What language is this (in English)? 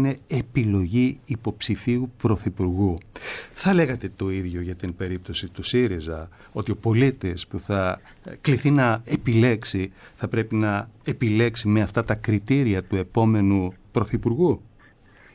Greek